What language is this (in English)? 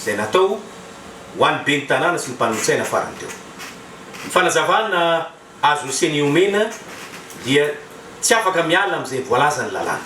Malagasy